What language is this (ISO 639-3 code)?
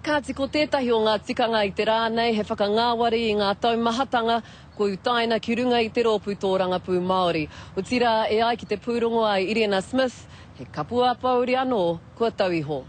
mri